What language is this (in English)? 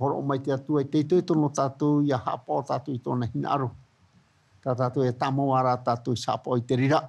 Tahitian